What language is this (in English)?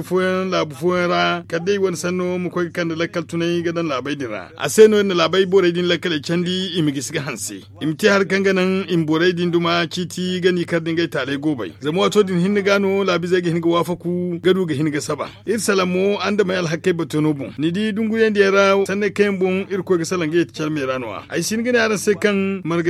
Zarma